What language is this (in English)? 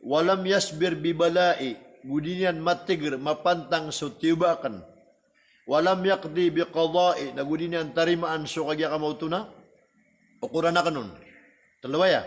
Maranao